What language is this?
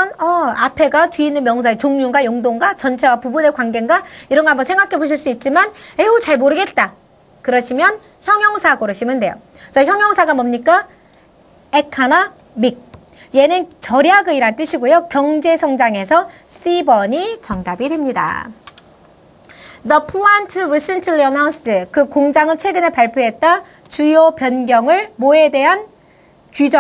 Korean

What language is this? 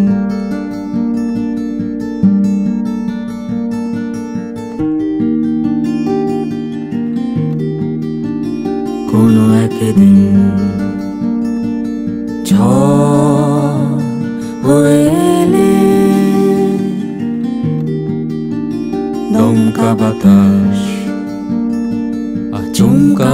Bangla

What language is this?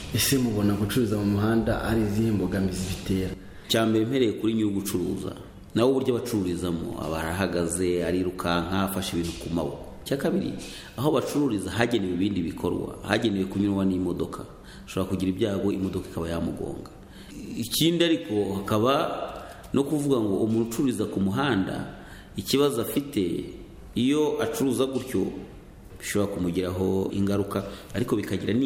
Kinyarwanda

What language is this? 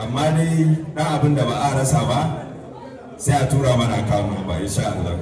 Hausa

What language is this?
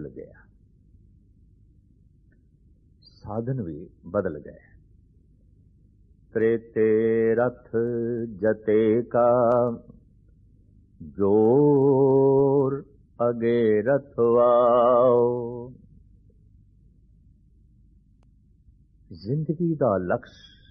Punjabi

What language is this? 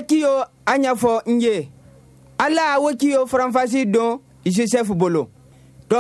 Bambara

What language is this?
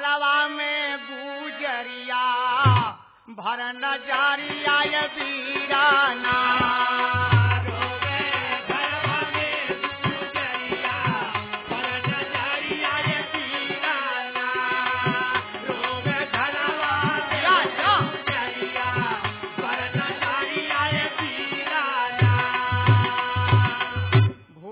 Bhojpuri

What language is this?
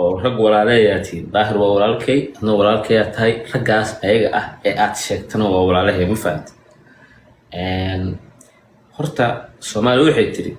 Somali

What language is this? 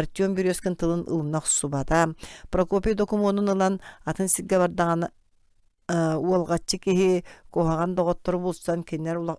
Yakut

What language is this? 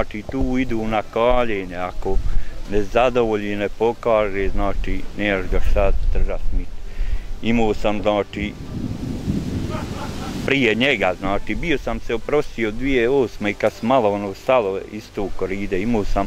Bosnian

